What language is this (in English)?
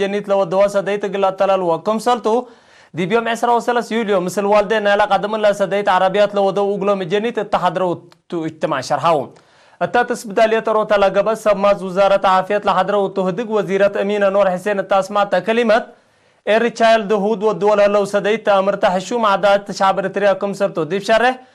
Tigre